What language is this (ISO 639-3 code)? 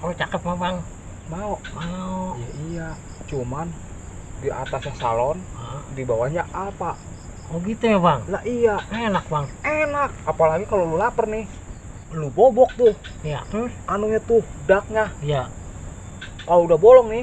bew